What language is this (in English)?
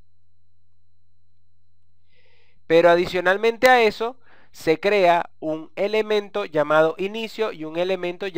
Spanish